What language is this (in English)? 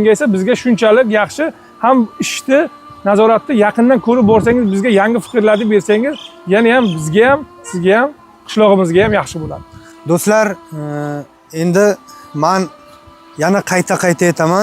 Uzbek